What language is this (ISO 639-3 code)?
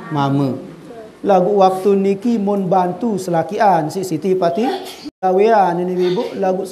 sas